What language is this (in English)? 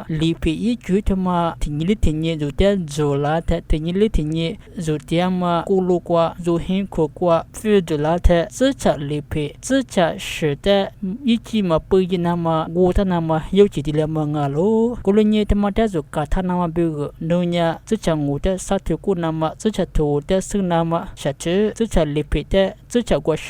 Lisu